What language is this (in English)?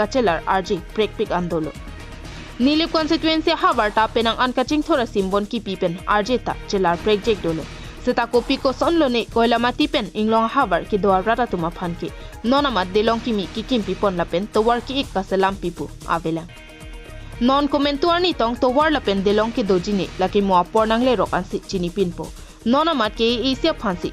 Karbi